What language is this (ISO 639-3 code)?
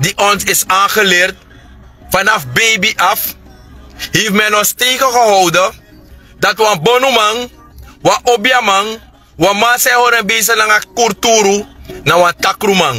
srn